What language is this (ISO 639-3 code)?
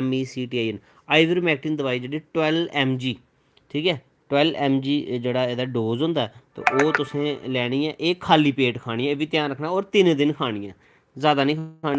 doi